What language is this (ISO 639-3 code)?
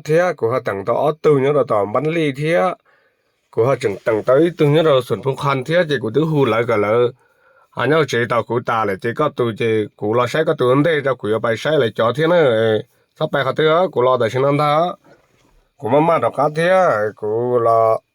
hmn